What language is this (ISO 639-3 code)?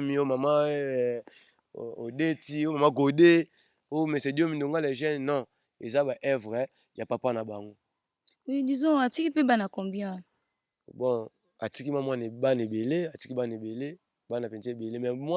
lin